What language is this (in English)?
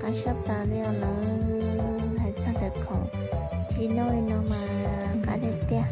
Hmong